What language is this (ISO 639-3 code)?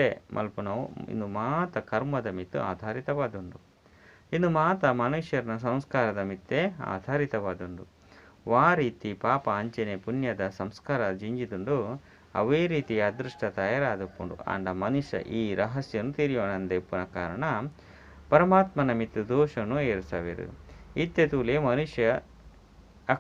tcy